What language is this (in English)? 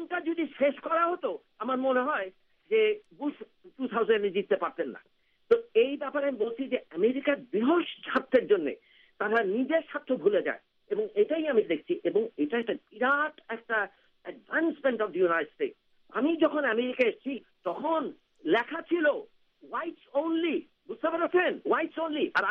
Bangla